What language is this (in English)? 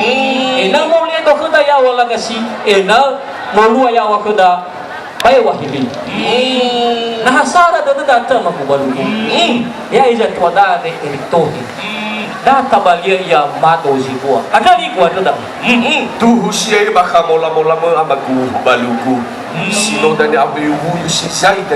Nias